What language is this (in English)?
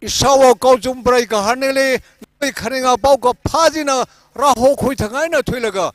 Tangkhul Naga (India)